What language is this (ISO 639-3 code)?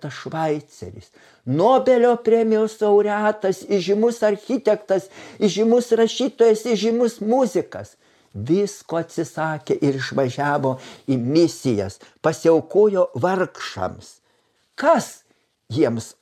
lit